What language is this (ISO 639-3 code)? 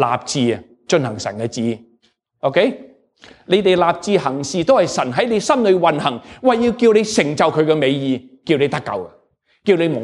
yue